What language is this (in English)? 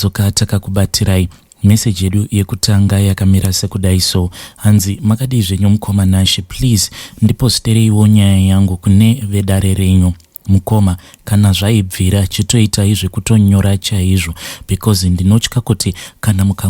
Shona